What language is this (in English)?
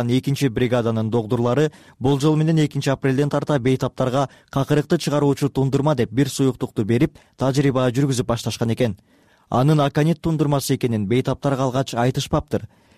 Kyrgyz